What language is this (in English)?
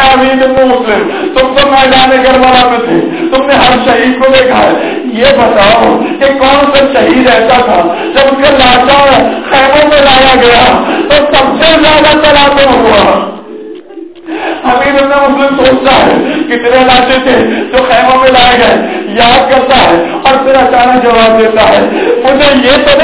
Urdu